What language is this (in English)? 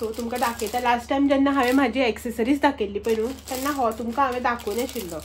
Konkani